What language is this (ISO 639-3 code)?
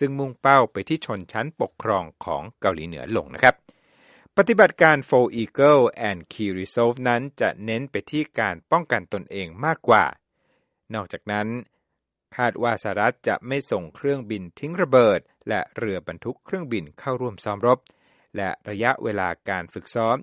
tha